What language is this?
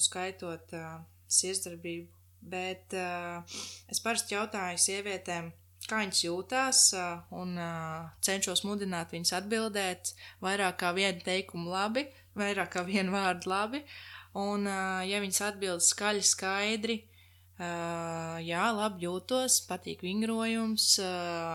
Latvian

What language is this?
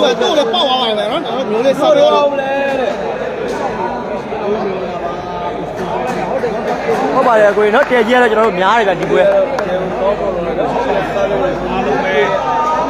Burmese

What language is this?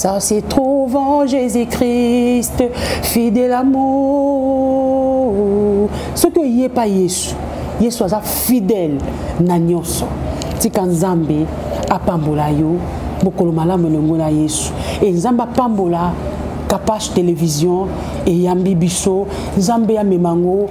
Lingala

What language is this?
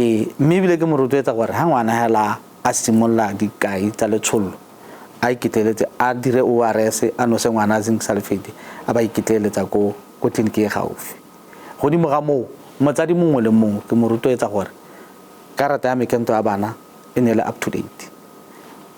Tswana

